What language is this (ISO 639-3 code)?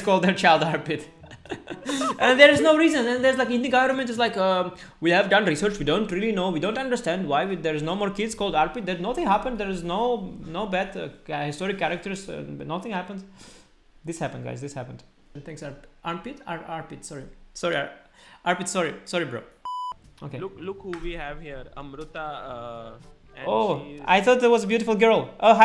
eng